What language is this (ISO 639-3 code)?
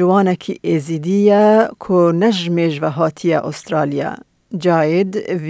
kur